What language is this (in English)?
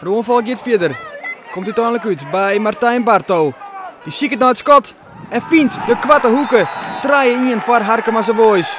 Western Frisian